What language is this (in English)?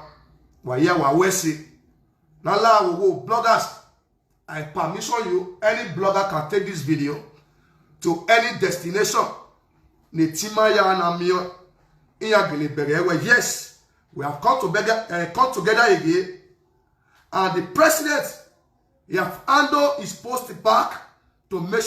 Nigerian Pidgin